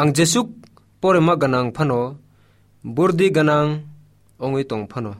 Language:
Kok Borok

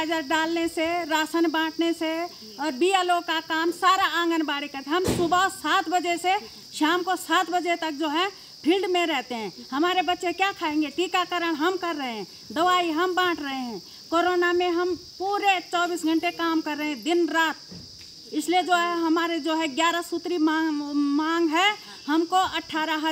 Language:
Hindi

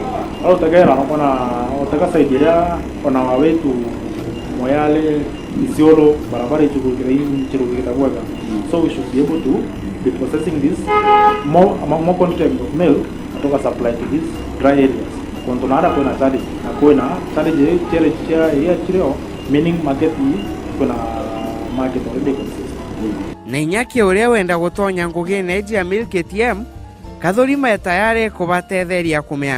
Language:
Meru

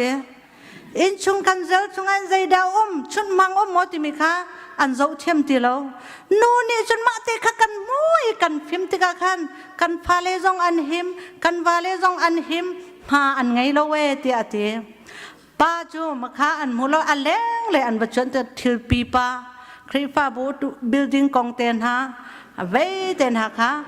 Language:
Hakha Chin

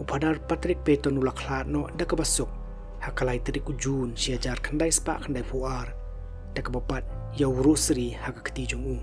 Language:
Khasi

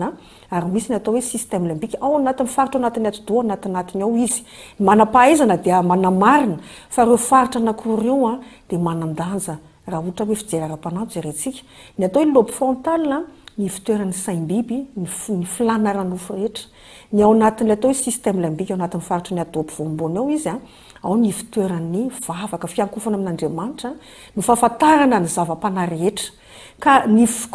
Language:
Malagasy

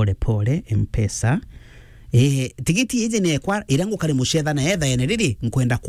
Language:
Meru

